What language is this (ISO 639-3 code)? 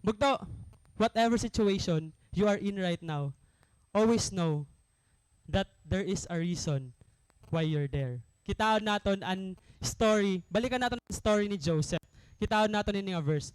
war